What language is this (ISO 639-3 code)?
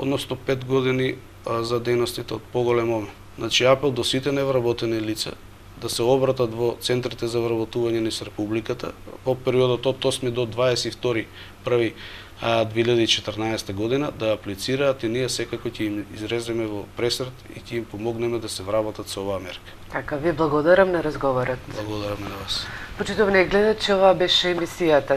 mkd